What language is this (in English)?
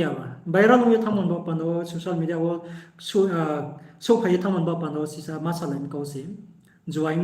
Riang (India)